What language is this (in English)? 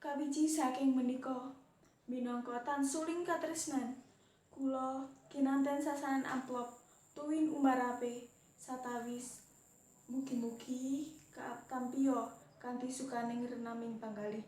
Javanese